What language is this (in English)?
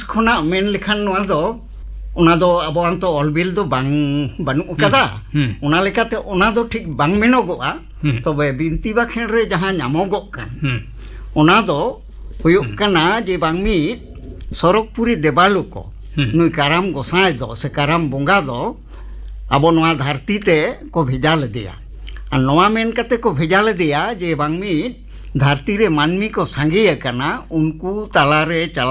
Santali